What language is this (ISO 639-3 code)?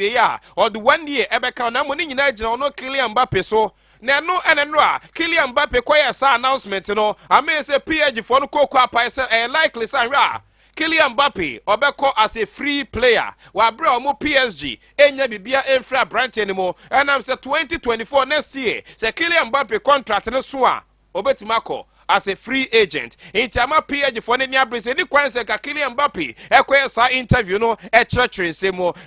aka